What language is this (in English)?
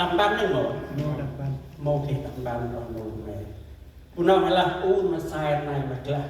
Central Mnong